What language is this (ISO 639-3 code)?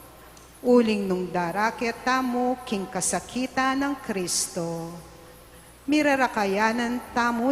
pam